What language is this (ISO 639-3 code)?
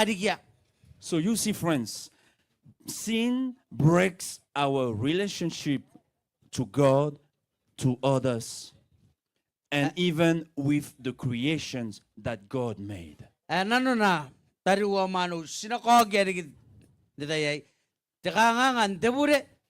gil